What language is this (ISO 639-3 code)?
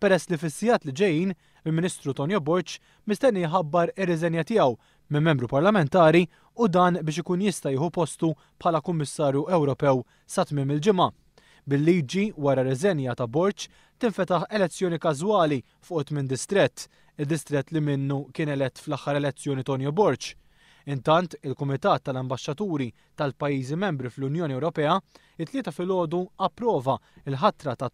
mlt